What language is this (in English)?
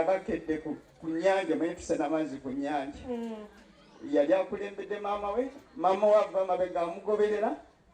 Ganda